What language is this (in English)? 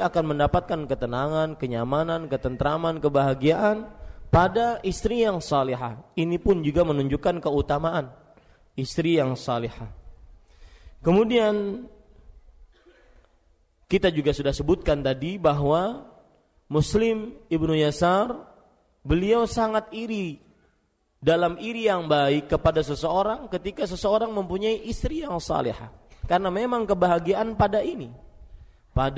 Indonesian